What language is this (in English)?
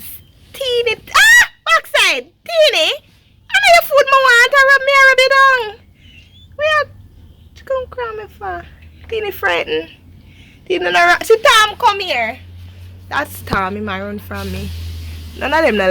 Jamaican Creole English